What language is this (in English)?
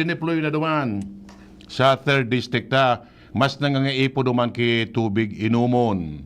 Bikol